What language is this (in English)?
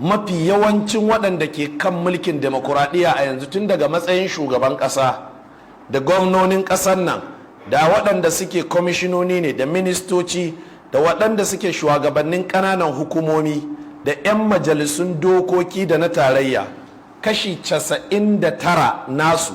Hausa